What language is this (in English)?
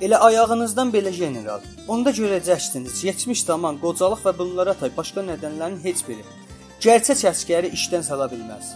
South Azerbaijani